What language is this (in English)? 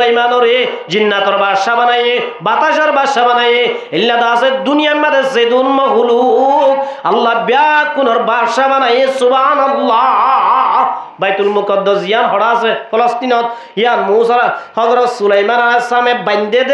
Rohingya